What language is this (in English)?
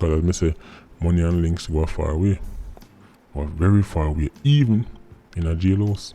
Jamaican Creole English